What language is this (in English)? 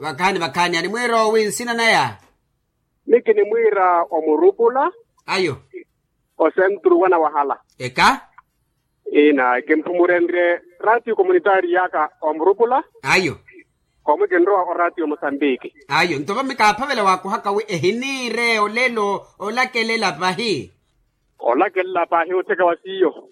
Makhuwa